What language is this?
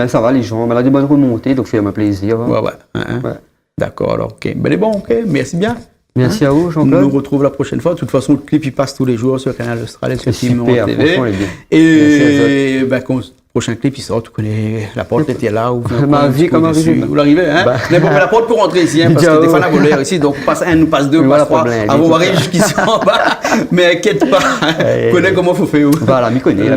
Réunion Creole French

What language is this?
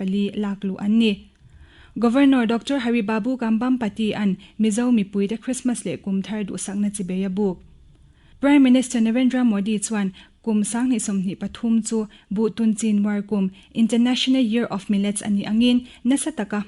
Mizo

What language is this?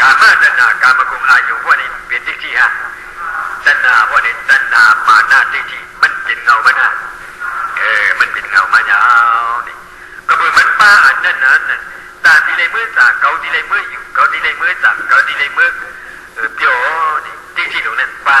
Shan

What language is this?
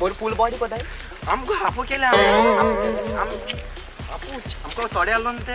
Konkani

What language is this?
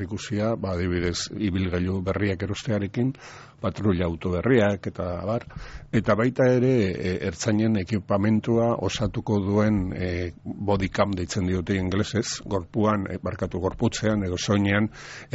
Basque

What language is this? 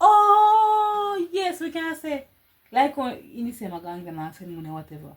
Jamaican Creole English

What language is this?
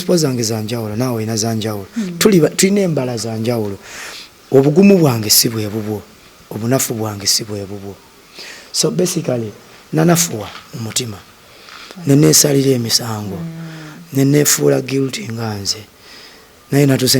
Ganda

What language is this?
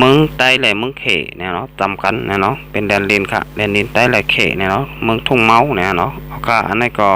Shan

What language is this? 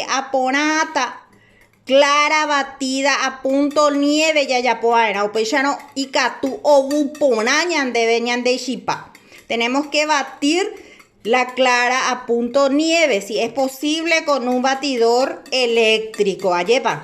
Guarani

